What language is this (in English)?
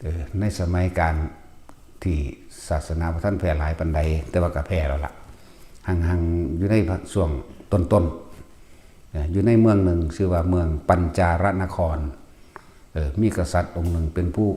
Northeastern Thai